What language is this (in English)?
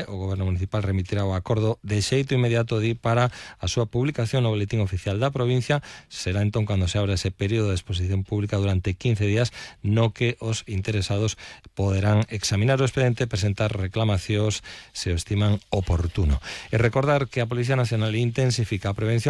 Galician